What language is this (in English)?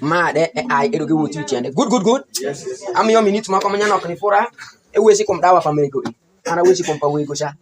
Alur